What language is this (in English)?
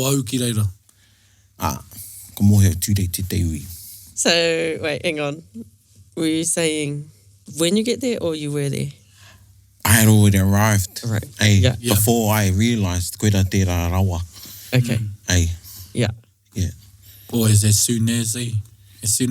Māori